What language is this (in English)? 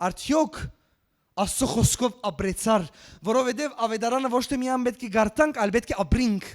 Western Armenian